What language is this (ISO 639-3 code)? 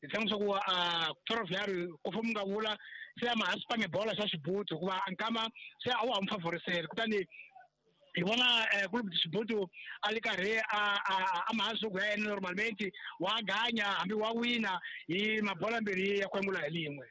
tso